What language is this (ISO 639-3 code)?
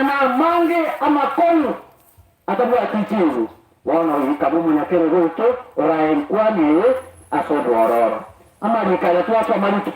guz